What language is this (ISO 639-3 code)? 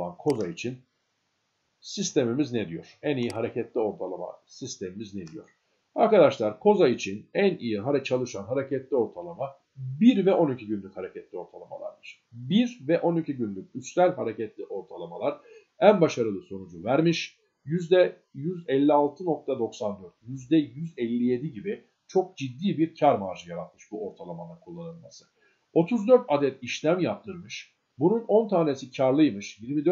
tur